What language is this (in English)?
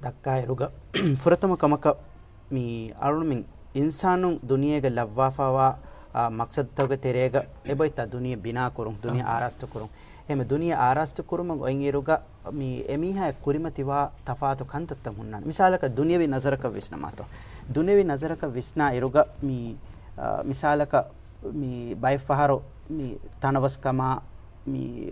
Divehi